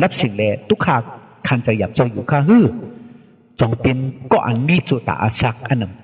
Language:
Shan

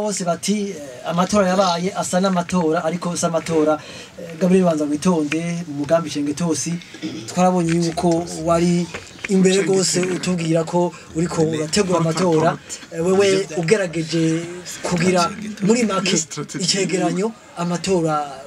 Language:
Rundi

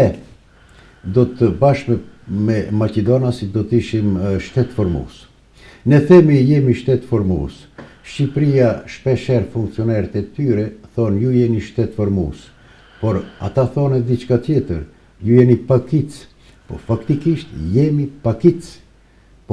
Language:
Albanian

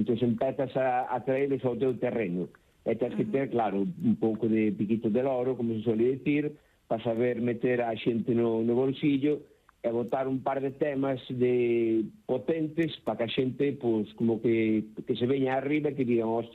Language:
Galician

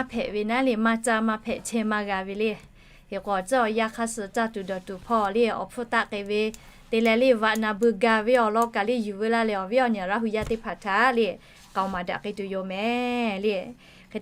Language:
Lahu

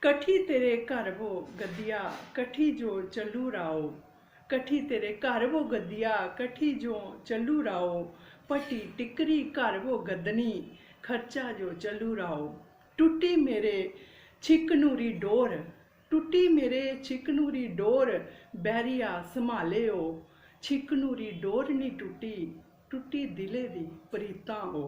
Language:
Dogri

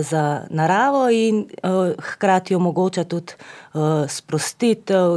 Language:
Slovenian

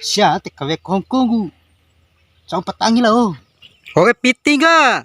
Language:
Bima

